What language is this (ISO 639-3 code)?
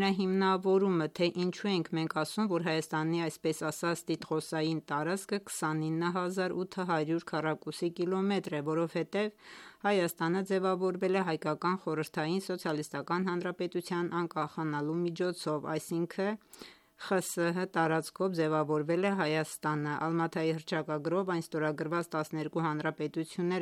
hye